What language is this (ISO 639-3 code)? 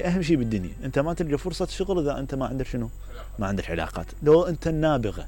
acm